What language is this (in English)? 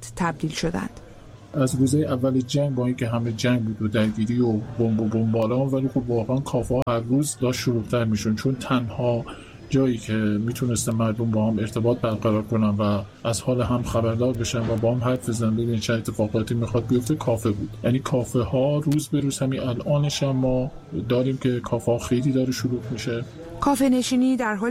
Persian